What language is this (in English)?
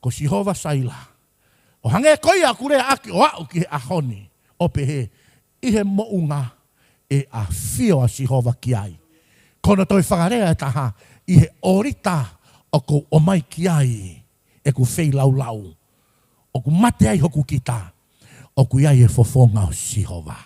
Tongan